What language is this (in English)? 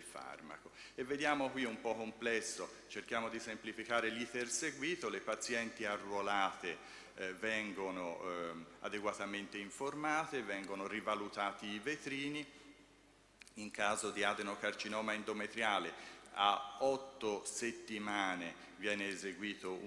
Italian